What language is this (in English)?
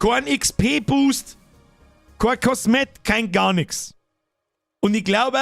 Bavarian